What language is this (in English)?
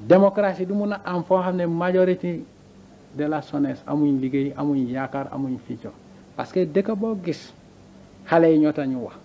Wolof